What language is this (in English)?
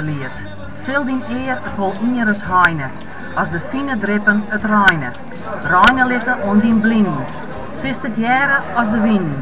Western Frisian